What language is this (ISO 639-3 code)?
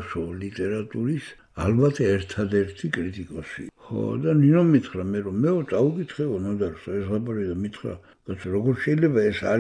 kat